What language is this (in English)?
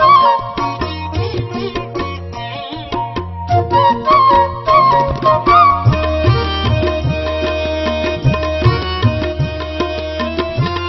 Kannada